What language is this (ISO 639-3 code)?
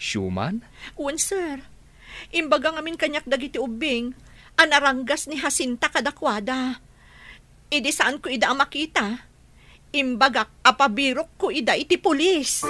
ilo